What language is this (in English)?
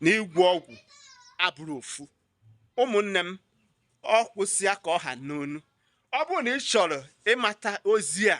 Igbo